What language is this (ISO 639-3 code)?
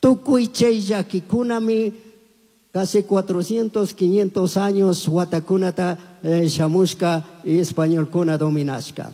qug